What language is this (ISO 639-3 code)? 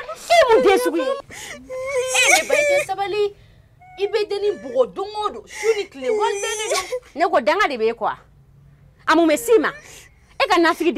bam